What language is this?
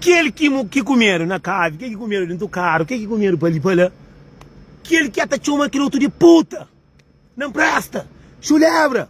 Kabuverdianu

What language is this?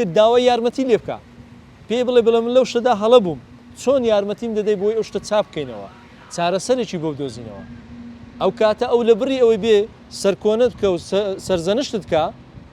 Central Kurdish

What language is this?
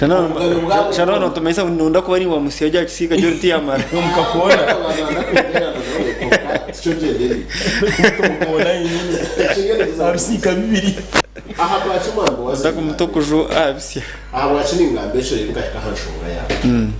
Nyankole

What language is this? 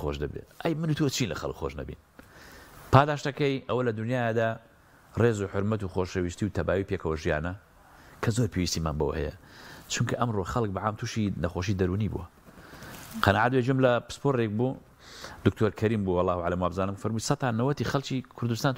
Central Kurdish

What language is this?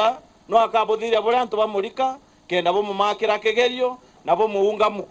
Meru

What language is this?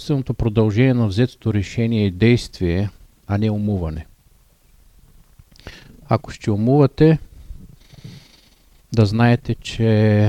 Bulgarian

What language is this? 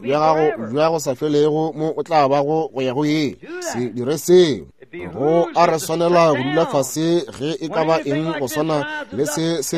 Northern Sotho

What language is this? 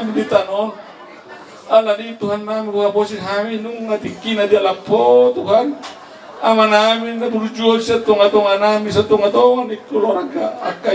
Batak Toba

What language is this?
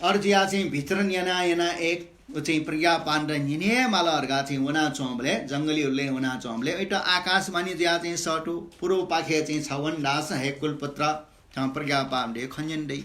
Newari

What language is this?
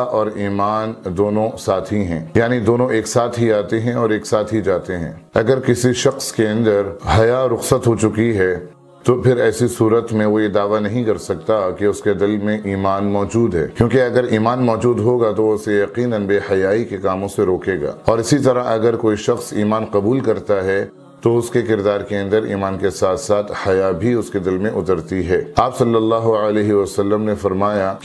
Urdu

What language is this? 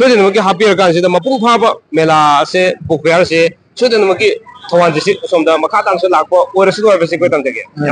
Manipuri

